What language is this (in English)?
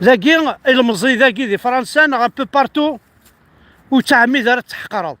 Kabyle